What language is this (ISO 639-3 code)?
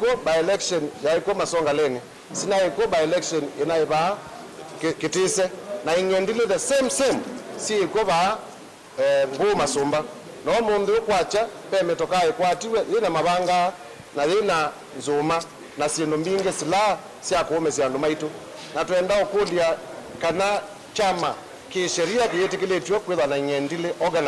kam